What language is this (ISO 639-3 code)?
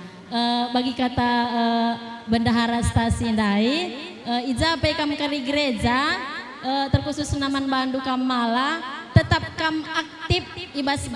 btx